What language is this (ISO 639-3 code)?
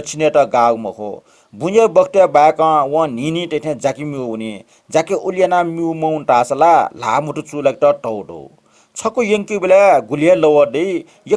new